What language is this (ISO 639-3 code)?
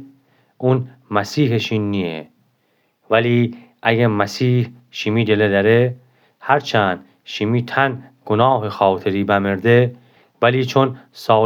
glk